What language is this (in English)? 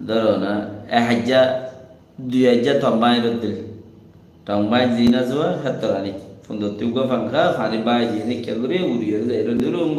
Rohingya